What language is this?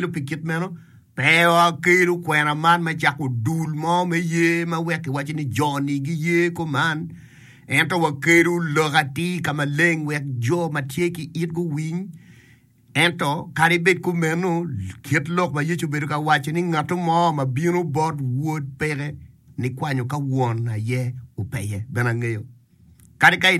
Acoli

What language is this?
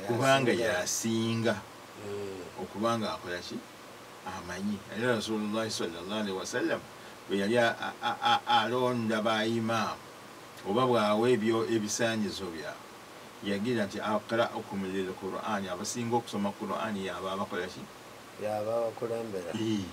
Ganda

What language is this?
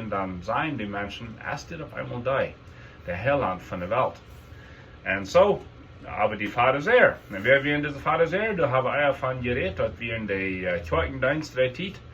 Plautdietsch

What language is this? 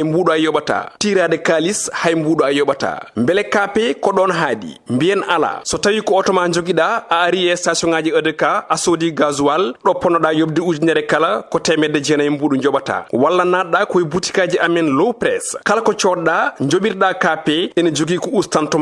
Fula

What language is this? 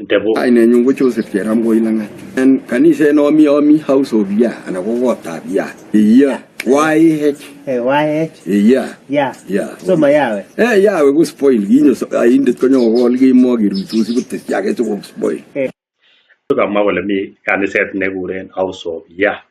Kalenjin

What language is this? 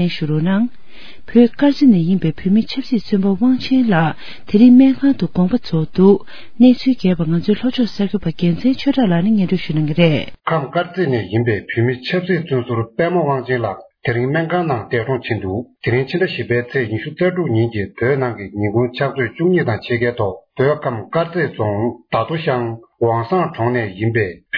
Tibetan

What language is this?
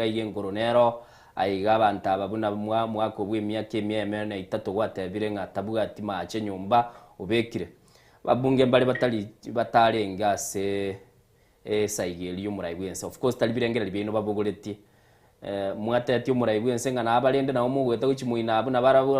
Gusii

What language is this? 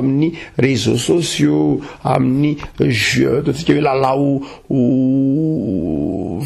Malagasy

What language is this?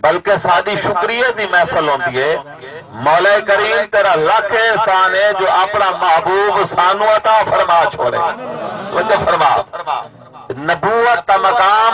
Saraiki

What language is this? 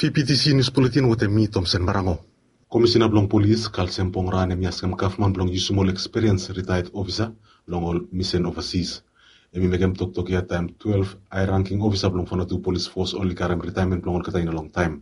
Bislama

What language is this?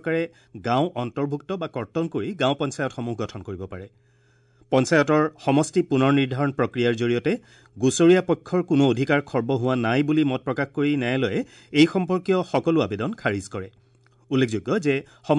Assamese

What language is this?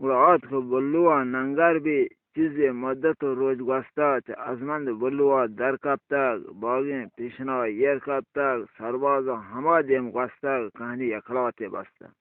Eastern Balochi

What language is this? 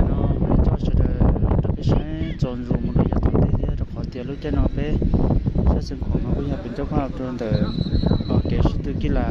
Hmong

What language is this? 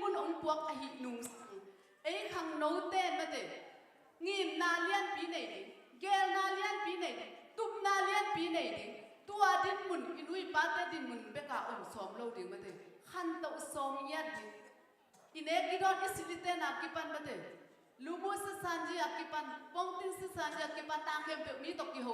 Tedim Chin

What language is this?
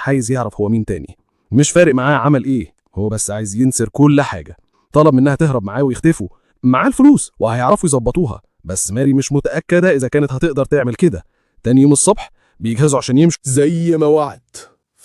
Egyptian Arabic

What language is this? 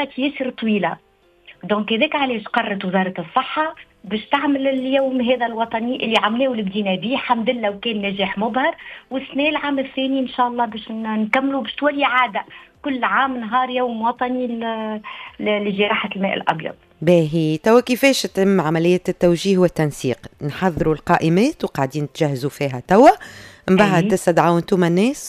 Tunisian Arabic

